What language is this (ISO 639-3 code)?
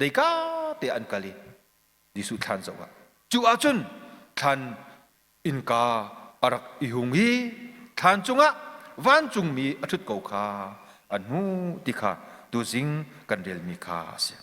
cnh